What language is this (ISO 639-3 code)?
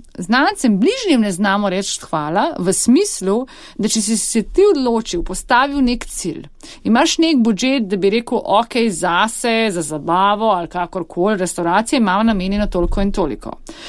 slv